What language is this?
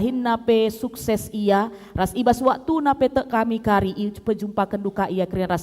Batak Karo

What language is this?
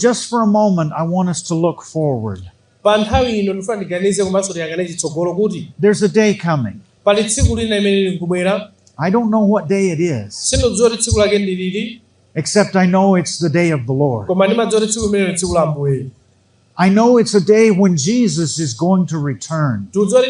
Nyanja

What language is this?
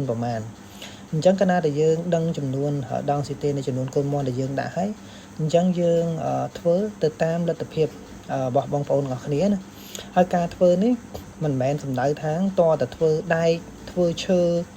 Khmer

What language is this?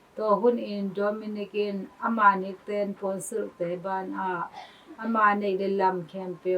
Tedim Chin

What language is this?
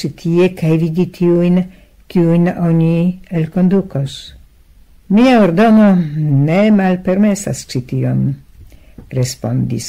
Esperanto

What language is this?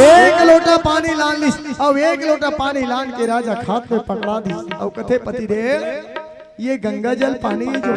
Chhattisgarhi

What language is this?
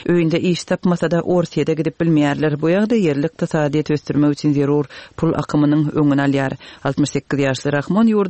Turkmen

